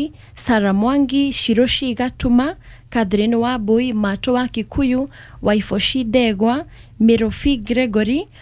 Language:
Kikuyu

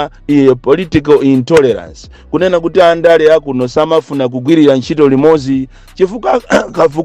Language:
Nyanja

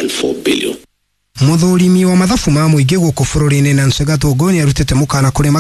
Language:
Kikuyu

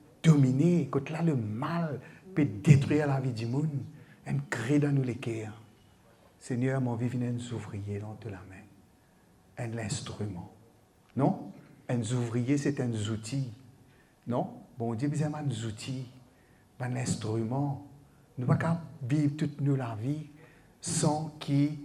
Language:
Morisyen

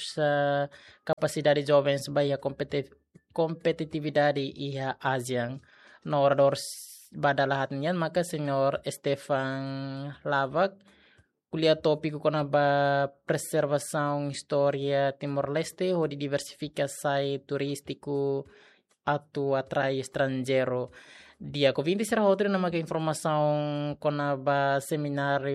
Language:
Tetum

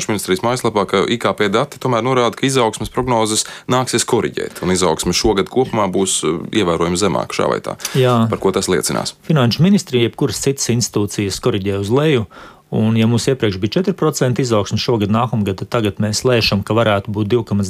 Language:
Latvian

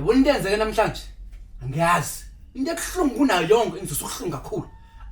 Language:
Zulu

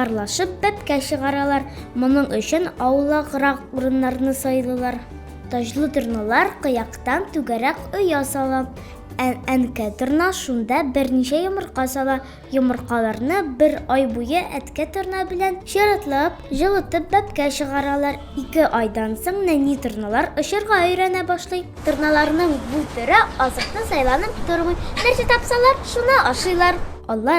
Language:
Tatar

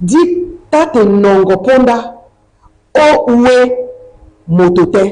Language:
Duala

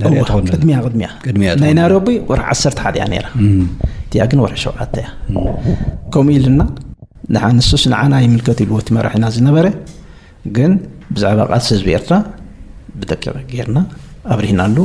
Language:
Tigrinya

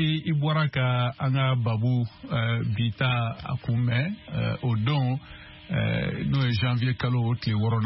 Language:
Bambara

